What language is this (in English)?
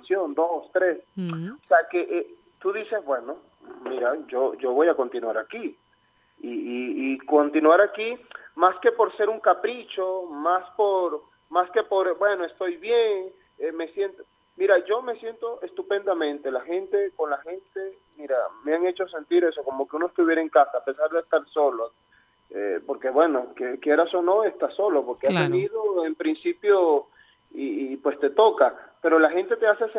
Spanish